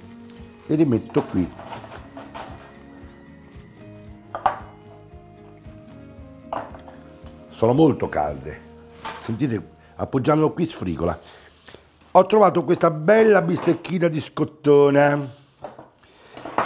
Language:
Italian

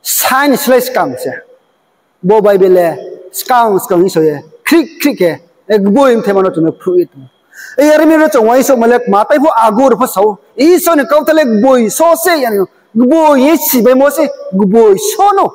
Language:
Riang (India)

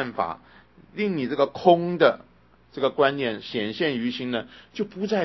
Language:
Chinese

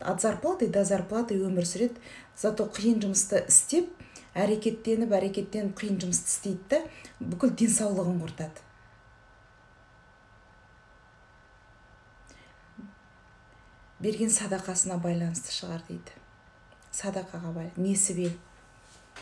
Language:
Kazakh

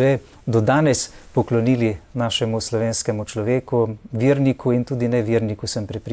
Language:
Slovenian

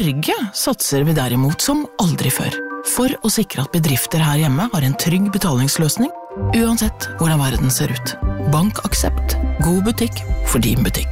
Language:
Norwegian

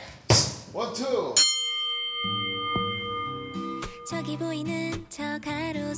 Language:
Korean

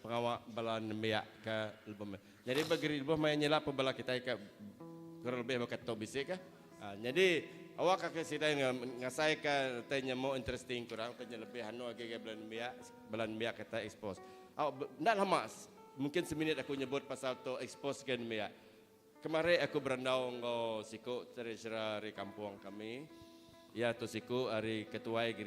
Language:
Iban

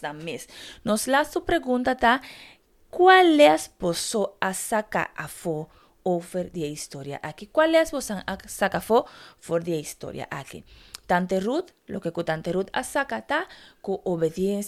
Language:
Papiamento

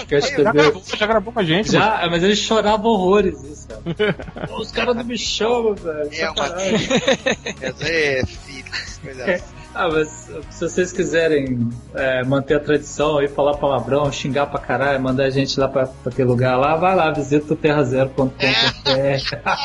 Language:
Portuguese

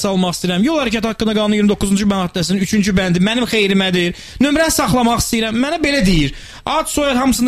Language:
Azerbaijani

